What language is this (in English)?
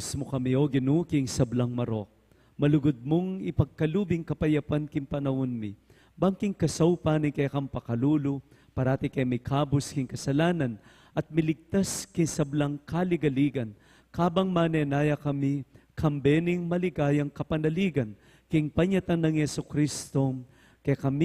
Pampanga